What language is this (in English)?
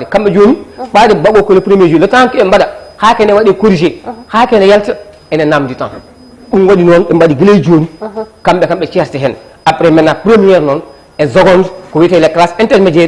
Fula